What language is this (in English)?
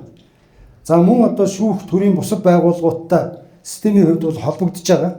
Mongolian